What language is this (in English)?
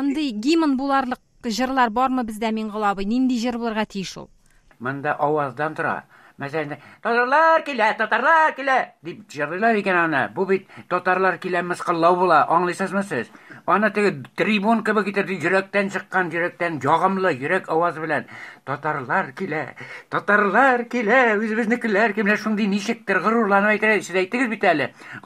Tatar